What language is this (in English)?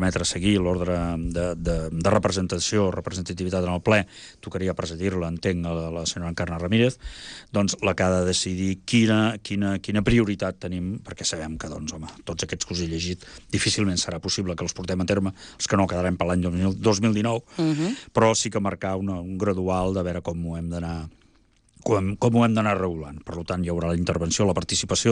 Catalan